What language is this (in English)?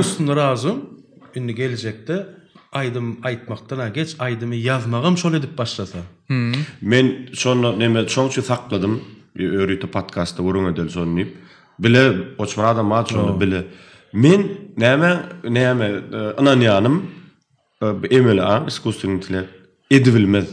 Turkmen